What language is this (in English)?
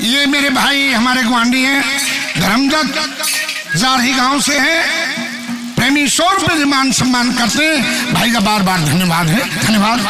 Haryanvi